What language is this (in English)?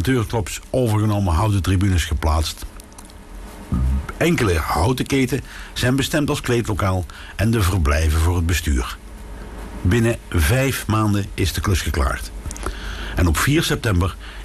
Dutch